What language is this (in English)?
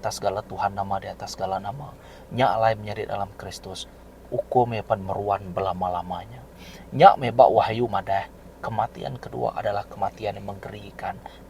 Iban